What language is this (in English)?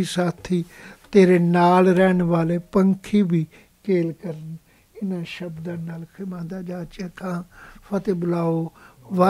Punjabi